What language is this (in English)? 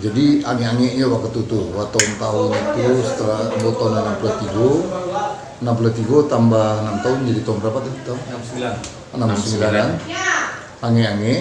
Minangkabau